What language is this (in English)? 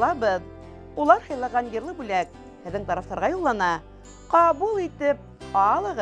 Bashkir